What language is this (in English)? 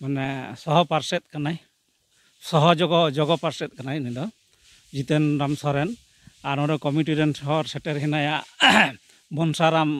Santali